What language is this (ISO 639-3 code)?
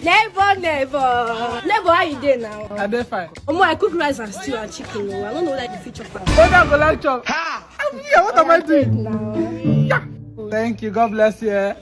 pcm